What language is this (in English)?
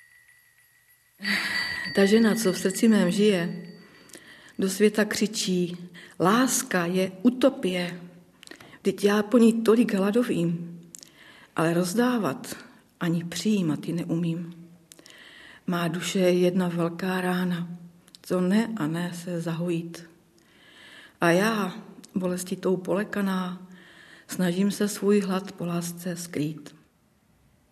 Czech